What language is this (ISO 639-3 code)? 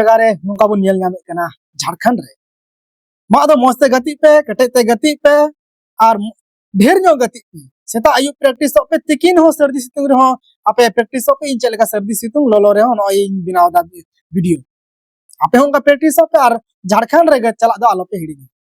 sat